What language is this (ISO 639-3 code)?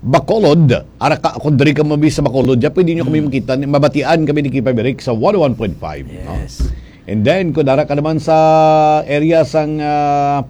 hil